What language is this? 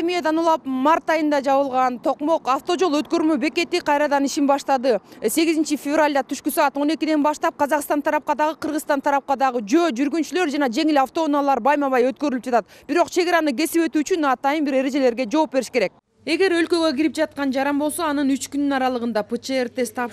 Kyrgyz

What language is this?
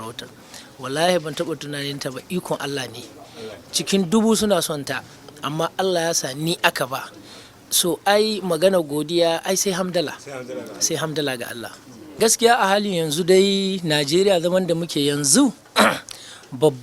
Hausa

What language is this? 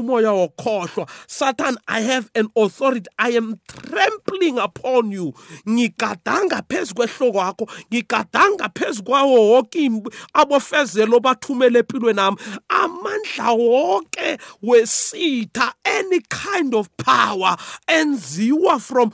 South Ndebele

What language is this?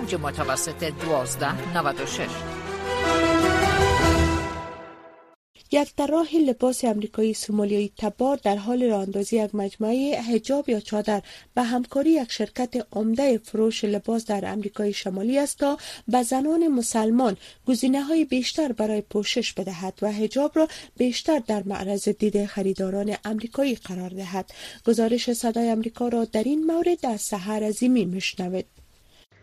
Persian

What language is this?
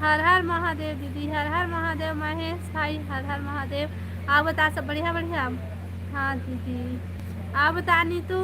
Chhattisgarhi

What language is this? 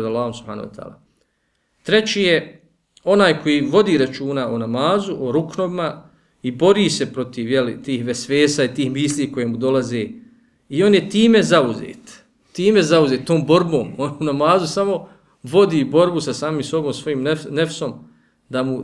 Bosnian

